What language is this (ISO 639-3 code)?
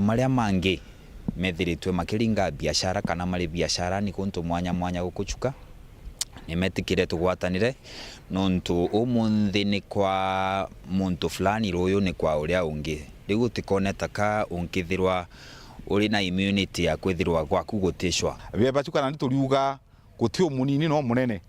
mer